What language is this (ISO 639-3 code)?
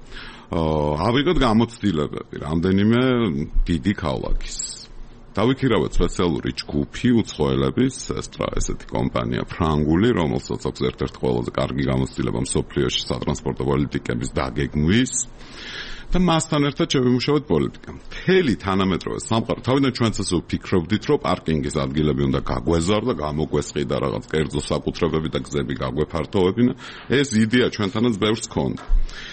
kat